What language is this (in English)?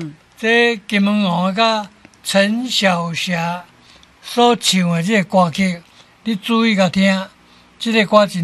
Min Nan Chinese